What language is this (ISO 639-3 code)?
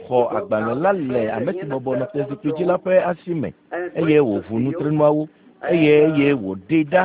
ewe